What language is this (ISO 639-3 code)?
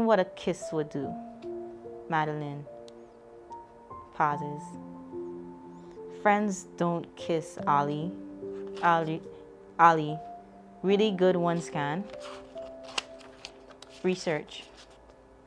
eng